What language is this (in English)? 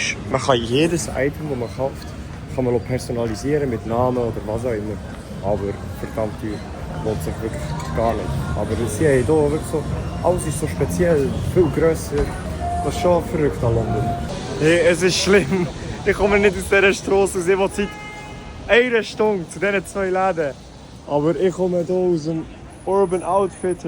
Swiss German